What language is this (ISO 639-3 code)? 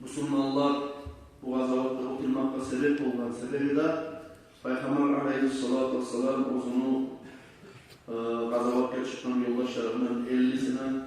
kum